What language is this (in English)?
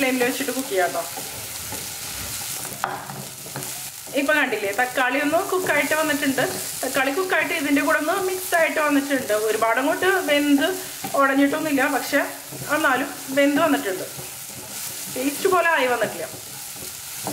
Malayalam